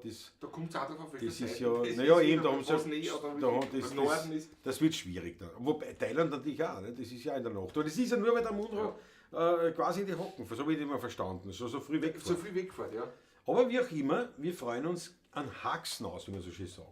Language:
Bavarian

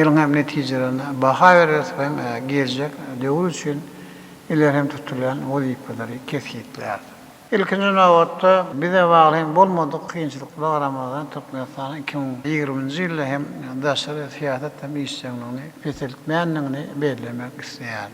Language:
Turkmen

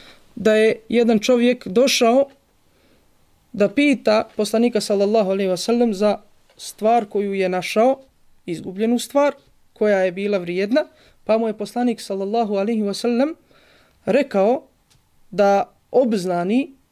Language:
Bosnian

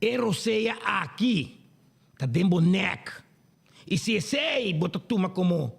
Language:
Papiamento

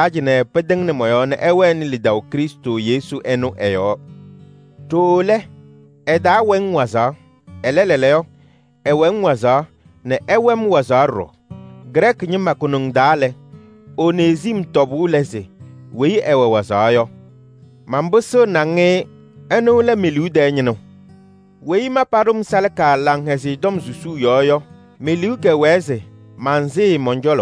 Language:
Kabiyè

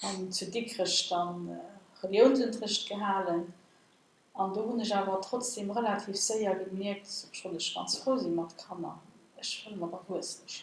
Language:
Luxembourgish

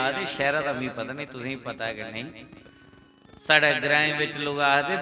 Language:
Dogri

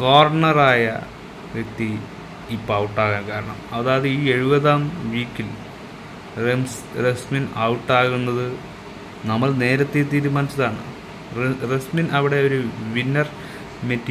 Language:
Malayalam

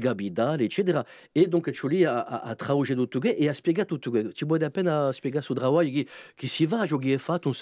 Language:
Corsican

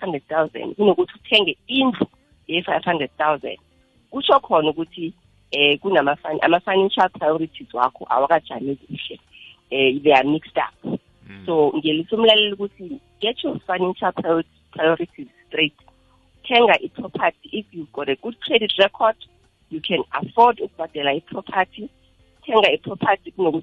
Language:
South Ndebele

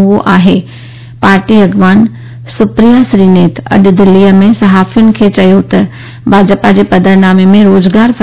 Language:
Sindhi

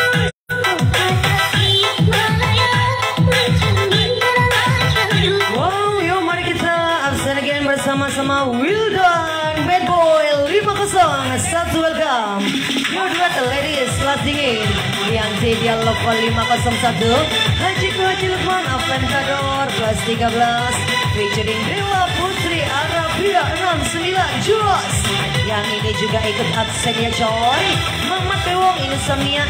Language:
Indonesian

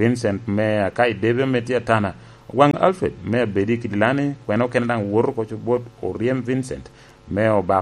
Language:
Lango (Uganda)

